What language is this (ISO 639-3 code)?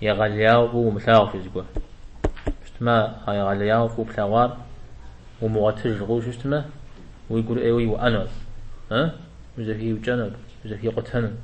kbd